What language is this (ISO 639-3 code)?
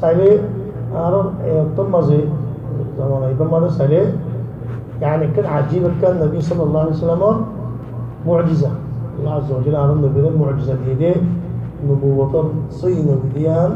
rhg